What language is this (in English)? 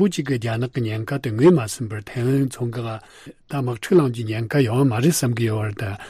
Tibetan